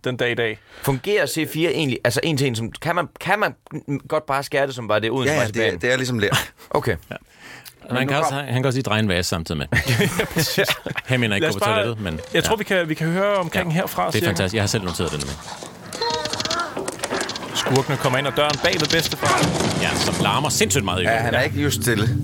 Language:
Danish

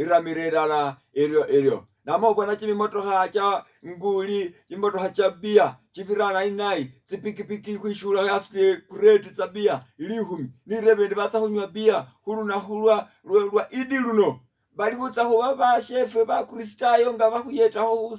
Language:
Masaaba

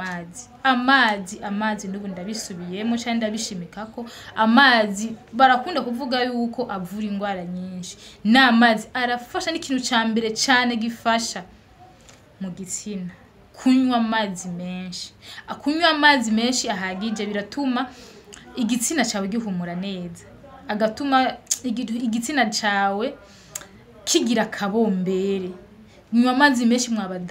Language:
Rundi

